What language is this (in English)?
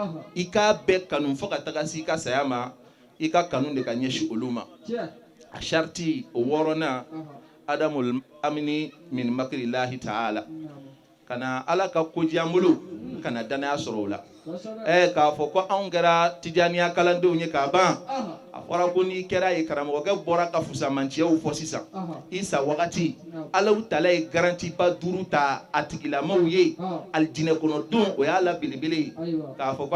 Bambara